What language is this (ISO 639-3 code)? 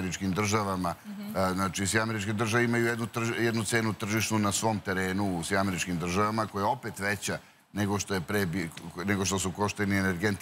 srp